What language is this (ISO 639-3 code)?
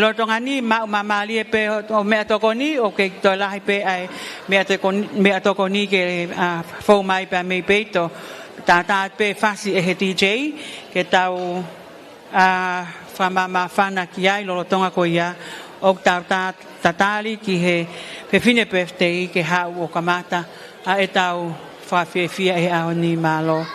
ton